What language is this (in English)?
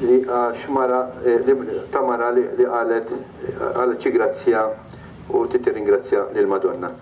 Maltese